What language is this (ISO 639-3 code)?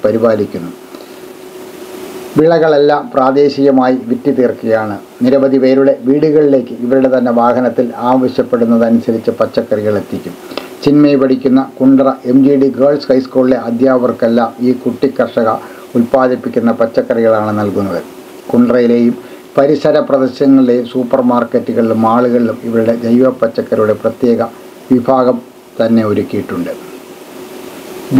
mal